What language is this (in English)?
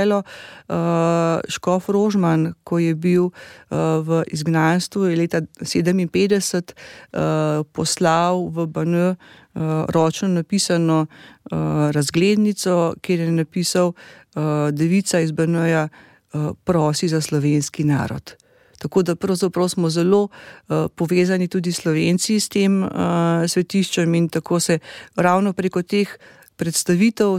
Slovenian